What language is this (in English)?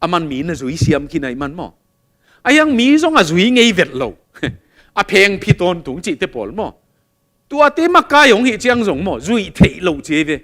Tedim Chin